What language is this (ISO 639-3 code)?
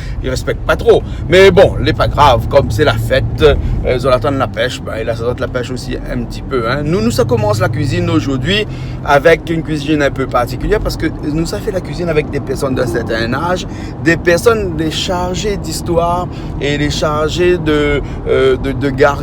rcf